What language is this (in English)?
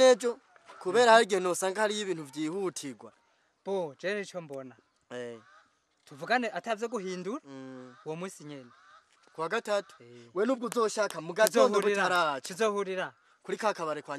Rundi